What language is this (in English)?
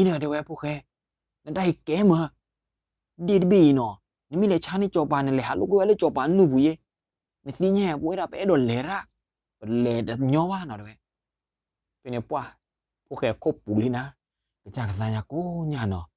S'gaw Karen